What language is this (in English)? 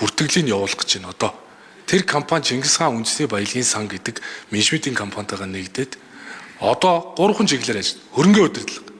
Mongolian